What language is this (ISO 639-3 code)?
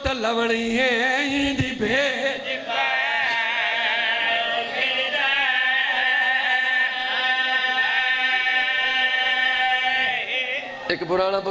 urd